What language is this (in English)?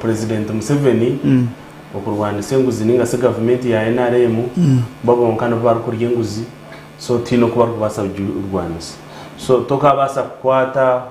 Nyankole